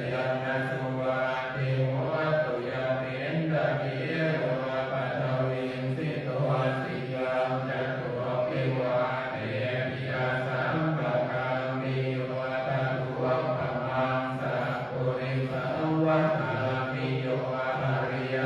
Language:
Pali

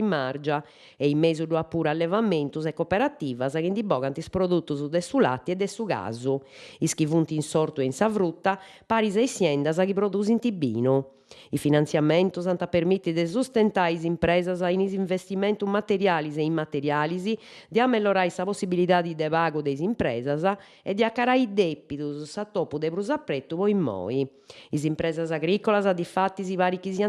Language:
Sardinian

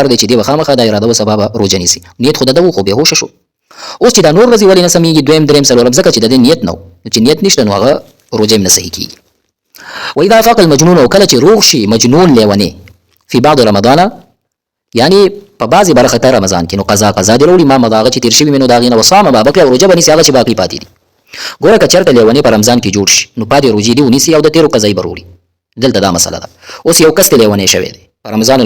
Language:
Pashto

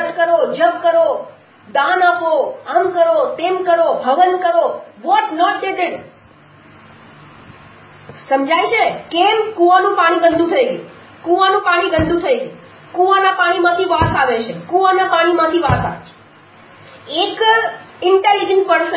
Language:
Gujarati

